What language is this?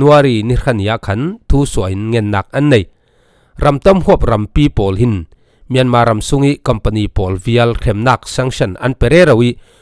Falam Chin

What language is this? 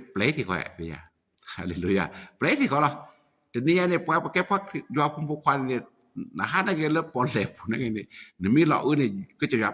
S'gaw Karen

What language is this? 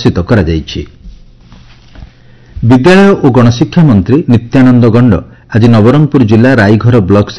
Odia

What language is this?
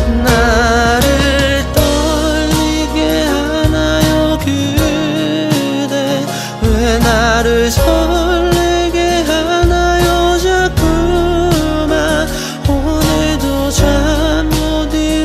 Korean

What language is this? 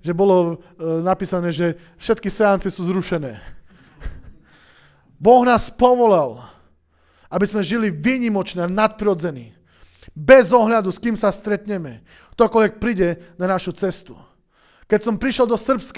Slovak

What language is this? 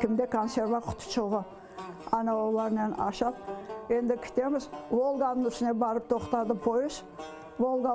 Crimean Tatar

